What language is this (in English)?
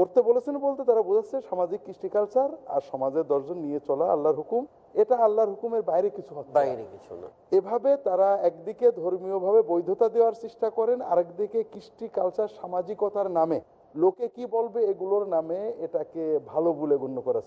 Bangla